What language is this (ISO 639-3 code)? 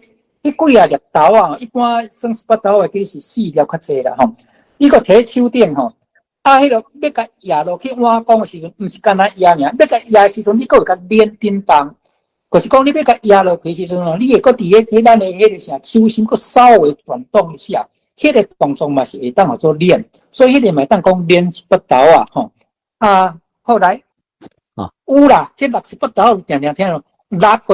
nan